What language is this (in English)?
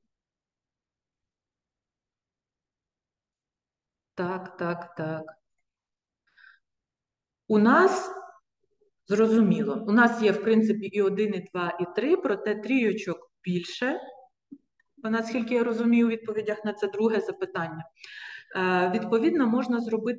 Ukrainian